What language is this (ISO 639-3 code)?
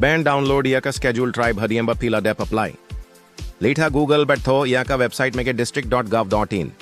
kha